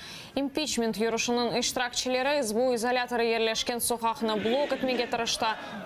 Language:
Crimean Tatar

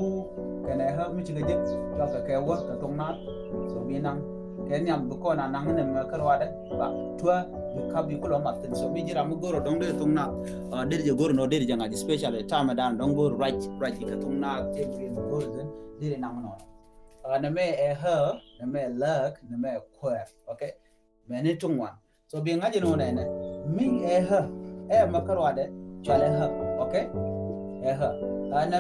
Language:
Nuer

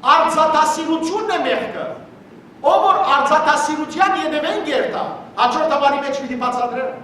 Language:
Western Armenian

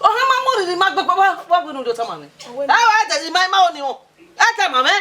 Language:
Bini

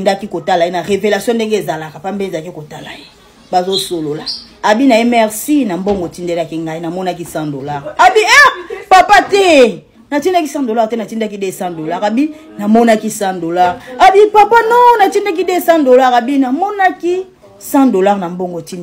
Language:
Lingala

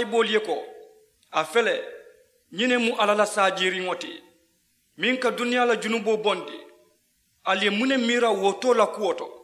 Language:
Mandingo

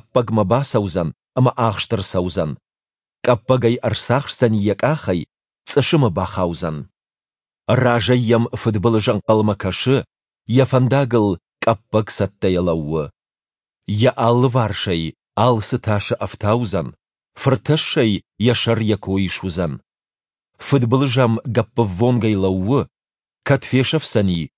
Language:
Ossetic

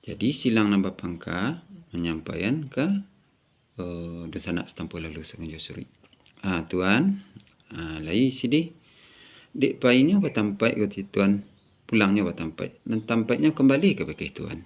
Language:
Minangkabau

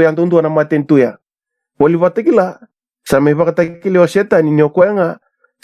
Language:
Fijian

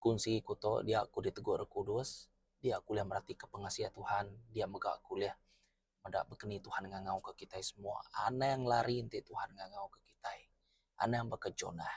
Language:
Iban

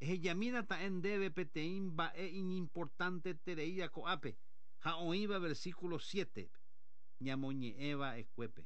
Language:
Guarani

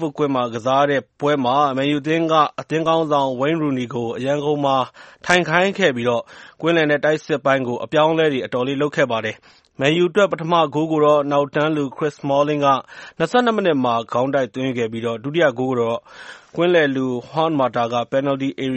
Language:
Burmese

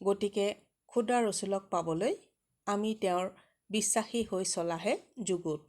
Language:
Assamese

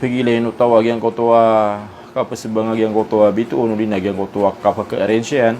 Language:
Maranao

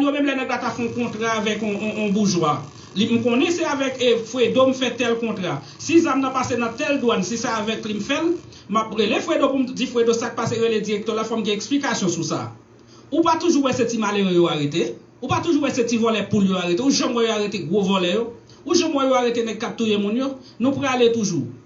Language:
Haitian Creole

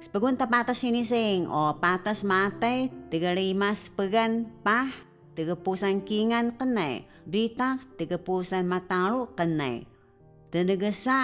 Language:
Taroko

